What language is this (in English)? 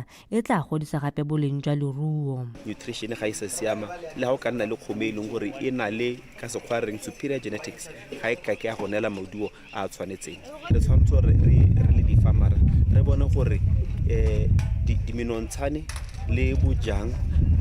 Tswana